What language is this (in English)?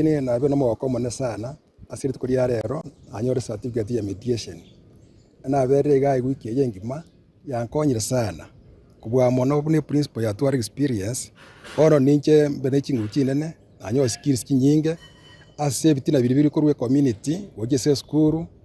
Gusii